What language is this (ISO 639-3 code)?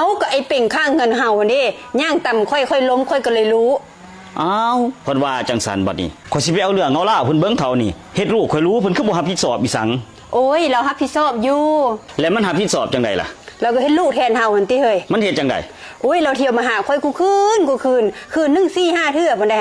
lao